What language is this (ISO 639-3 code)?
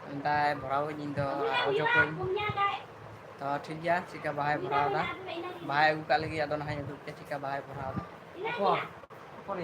sat